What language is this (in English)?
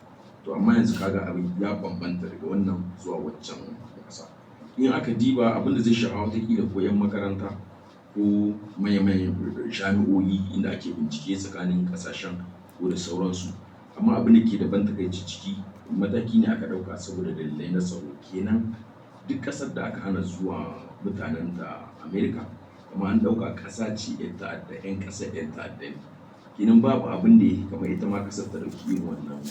Hausa